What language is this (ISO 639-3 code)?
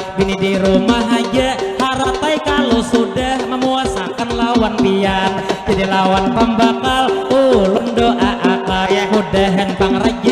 bjn